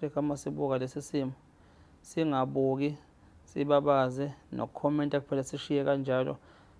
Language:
Zulu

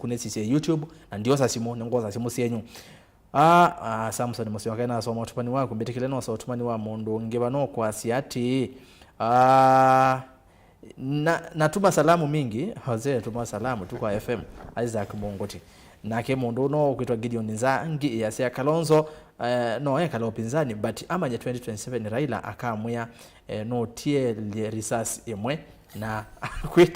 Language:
Kamba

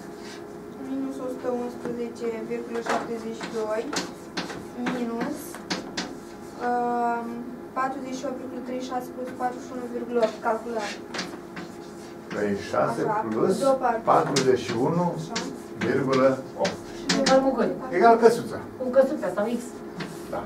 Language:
Romanian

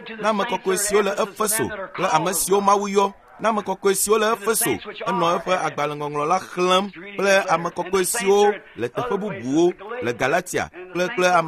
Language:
Ewe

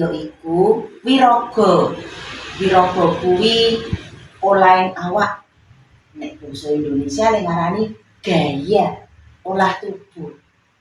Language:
Javanese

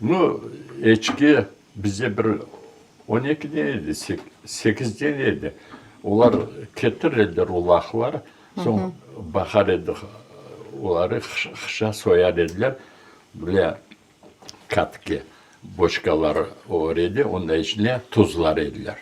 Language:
Crimean Tatar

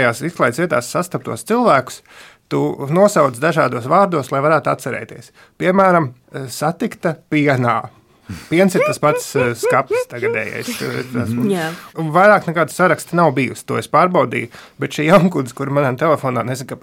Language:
Latvian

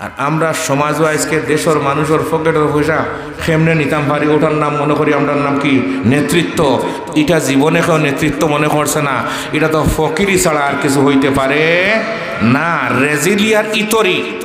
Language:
Sylheti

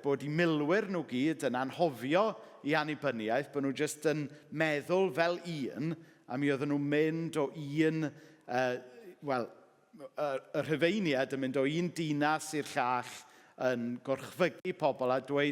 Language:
Welsh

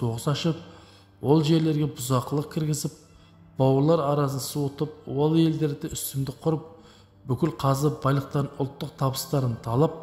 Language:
Kazakh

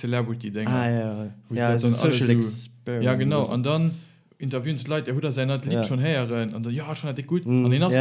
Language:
Luxembourgish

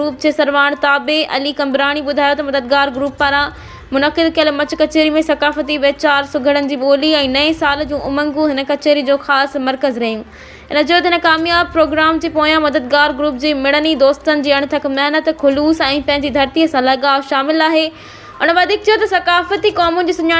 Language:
Sindhi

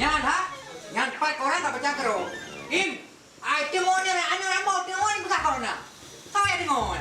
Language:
Achinese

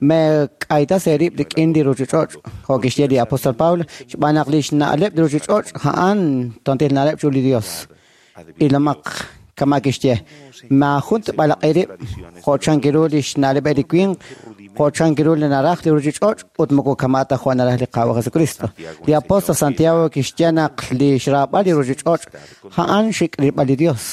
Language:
Kekchí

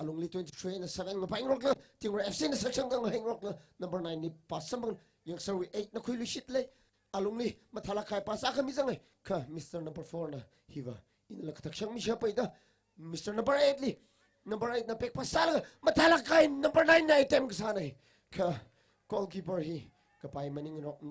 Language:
Tangkhul Naga (India)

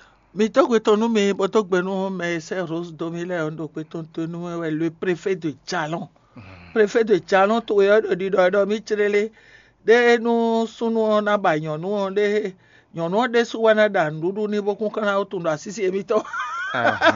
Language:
Fon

